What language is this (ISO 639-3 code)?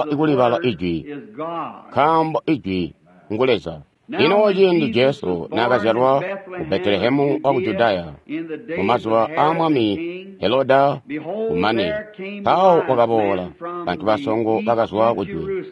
toi